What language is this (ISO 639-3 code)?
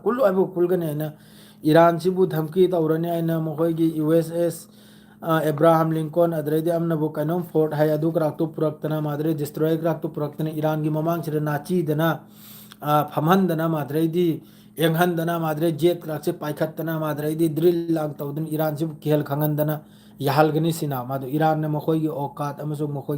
mni